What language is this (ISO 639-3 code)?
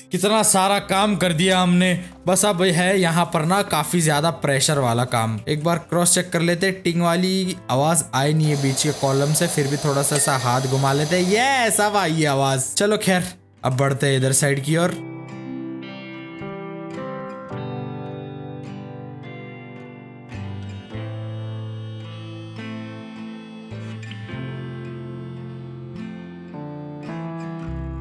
hin